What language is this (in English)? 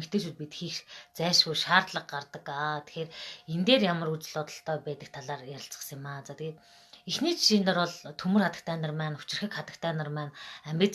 Mongolian